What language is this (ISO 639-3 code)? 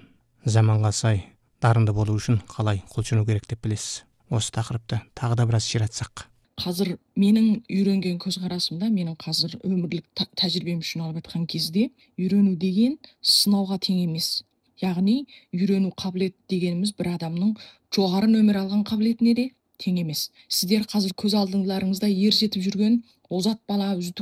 kaz